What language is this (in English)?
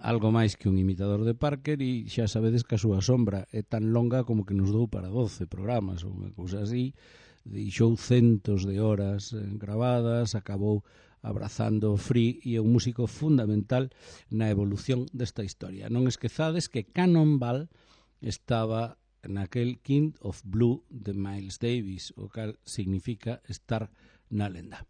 Galician